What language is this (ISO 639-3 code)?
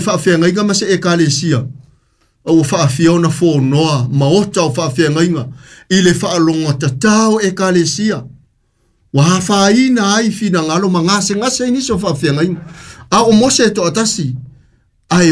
smo